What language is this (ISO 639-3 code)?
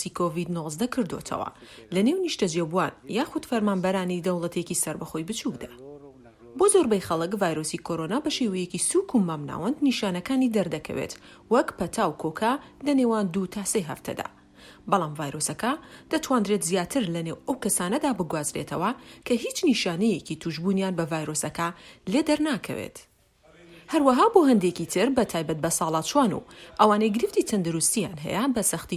ckb